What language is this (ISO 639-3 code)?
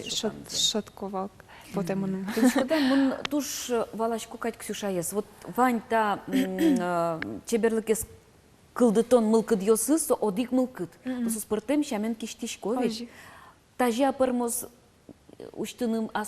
udm